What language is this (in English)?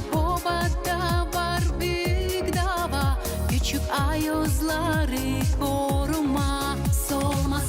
Gagauz